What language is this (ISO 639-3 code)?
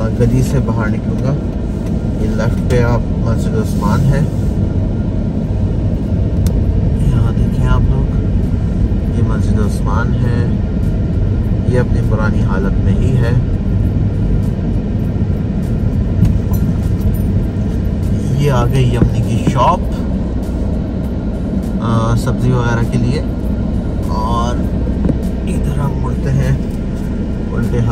hin